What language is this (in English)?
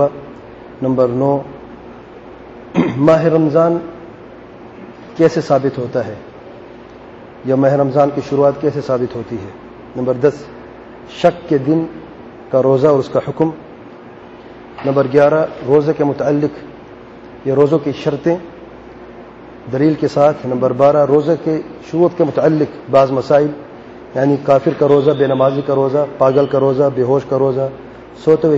Urdu